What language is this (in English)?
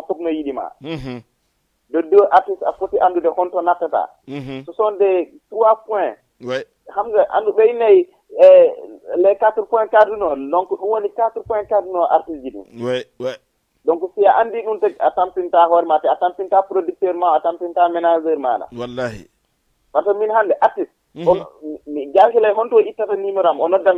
Fula